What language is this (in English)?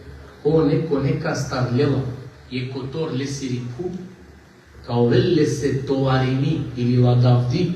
Balkan Romani